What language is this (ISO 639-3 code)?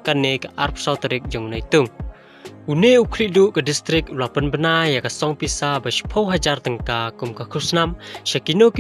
kha